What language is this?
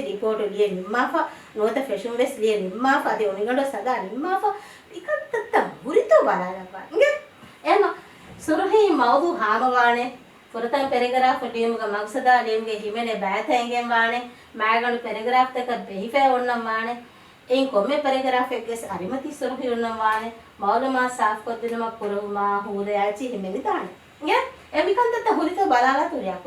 Divehi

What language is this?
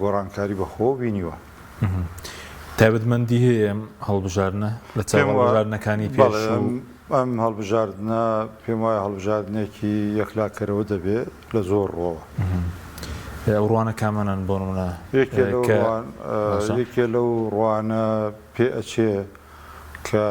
Central Kurdish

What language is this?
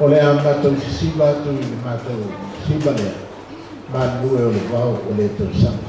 Samoan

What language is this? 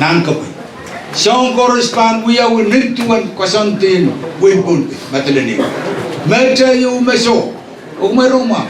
Pohnpeian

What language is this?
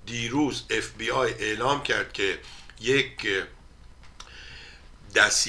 Persian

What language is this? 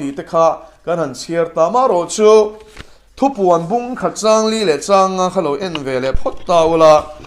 Mizo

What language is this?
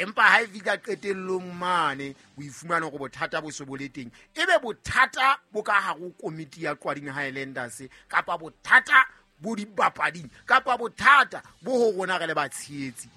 Southern Sotho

